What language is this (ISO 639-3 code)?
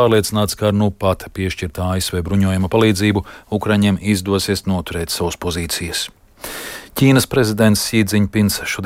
lav